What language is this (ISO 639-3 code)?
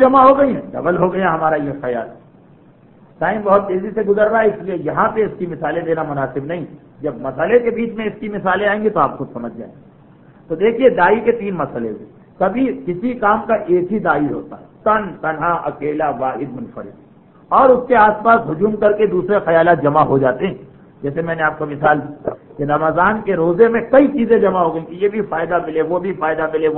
urd